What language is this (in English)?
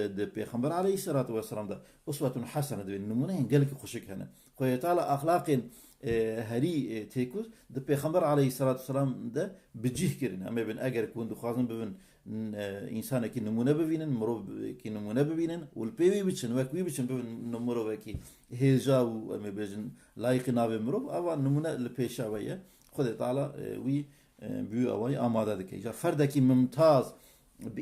Kurdish